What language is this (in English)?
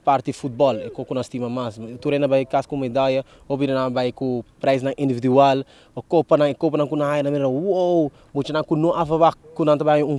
Papiamento